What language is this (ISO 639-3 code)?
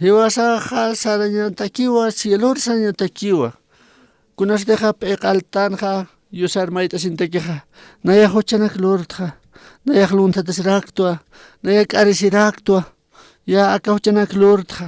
aym